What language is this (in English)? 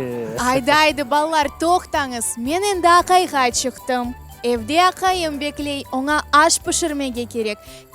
Crimean Tatar